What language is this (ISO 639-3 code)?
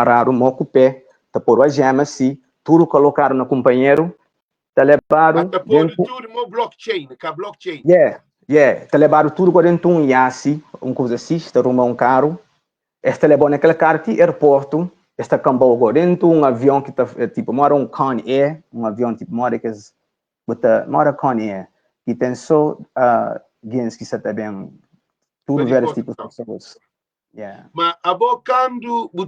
kea